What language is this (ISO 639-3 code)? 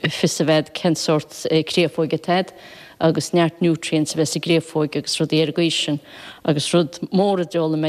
gle